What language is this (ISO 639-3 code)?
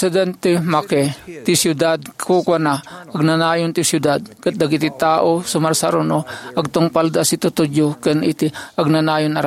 ilo